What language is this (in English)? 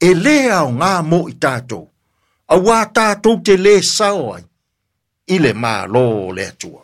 Samoan